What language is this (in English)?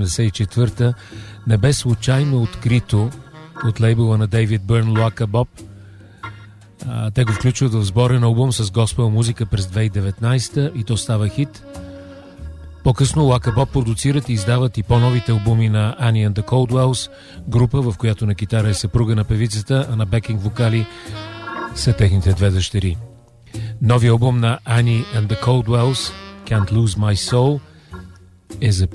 Bulgarian